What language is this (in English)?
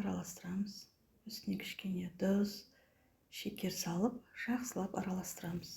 Kazakh